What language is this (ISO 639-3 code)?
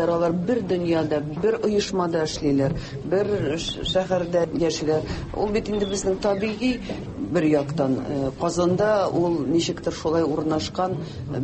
tat